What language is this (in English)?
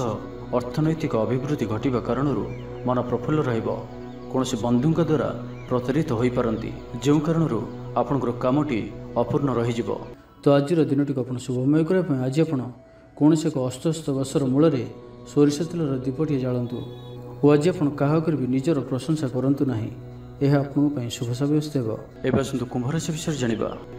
Odia